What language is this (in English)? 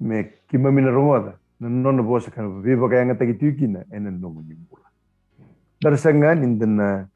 Fijian